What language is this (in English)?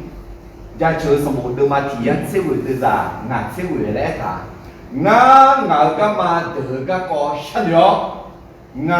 Akha